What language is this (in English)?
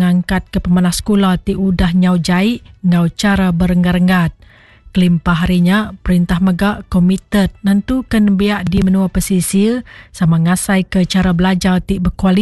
Iban